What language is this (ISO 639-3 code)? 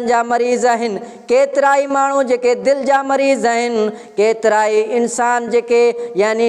snd